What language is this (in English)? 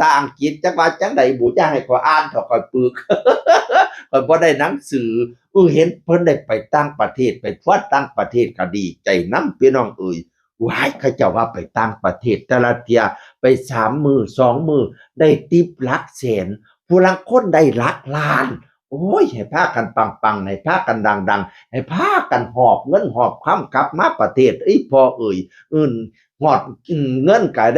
Northeastern Thai